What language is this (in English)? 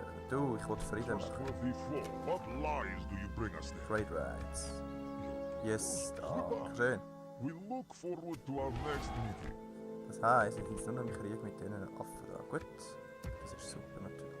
Swiss German